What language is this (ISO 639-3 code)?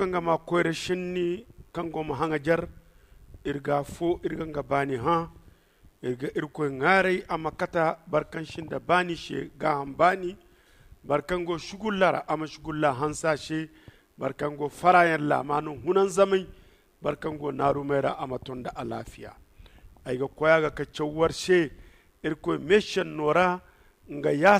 dje